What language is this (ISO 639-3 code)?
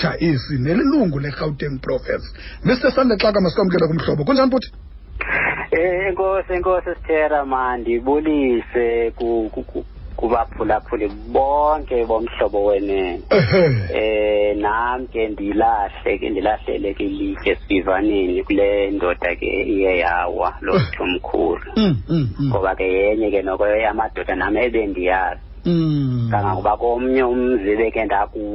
xho